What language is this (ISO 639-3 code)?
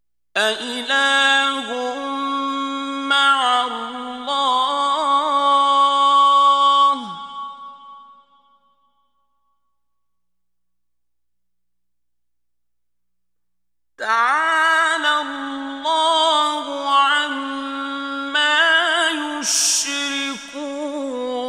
ara